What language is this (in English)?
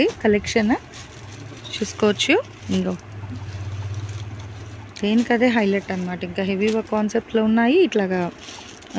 Telugu